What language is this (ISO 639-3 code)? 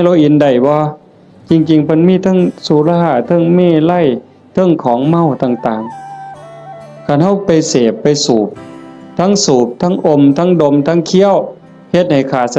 tts